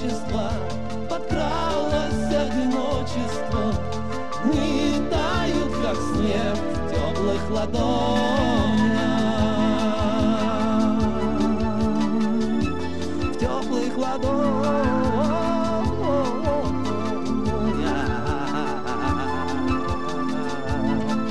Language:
Russian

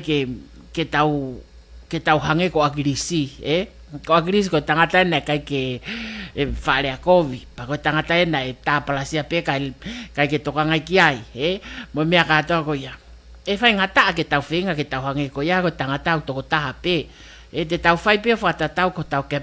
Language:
Tongan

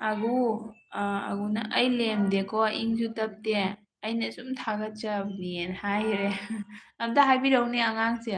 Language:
Manipuri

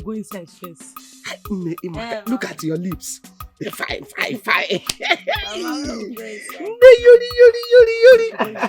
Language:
Nigerian Pidgin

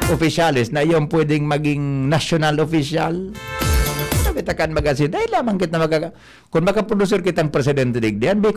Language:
Bikol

